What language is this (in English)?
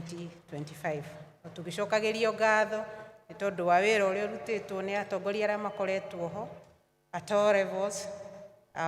Kikuyu